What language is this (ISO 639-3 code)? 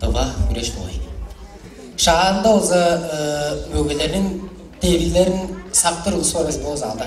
tyv